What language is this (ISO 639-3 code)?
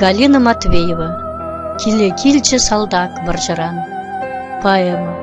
chv